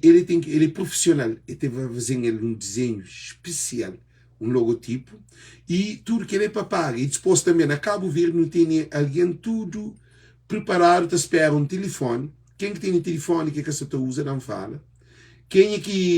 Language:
Kabuverdianu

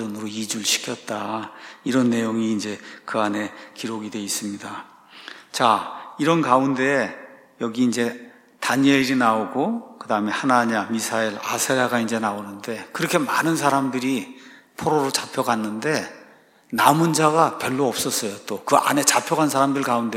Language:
Korean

